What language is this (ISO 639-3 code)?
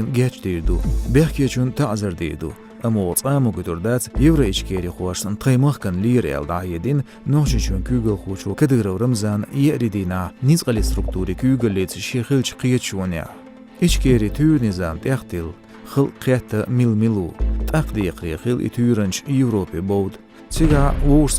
che